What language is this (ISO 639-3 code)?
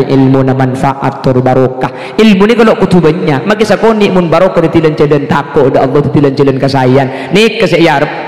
mad